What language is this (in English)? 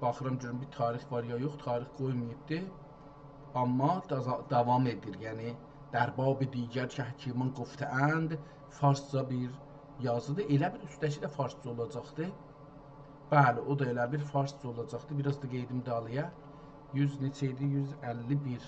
South Azerbaijani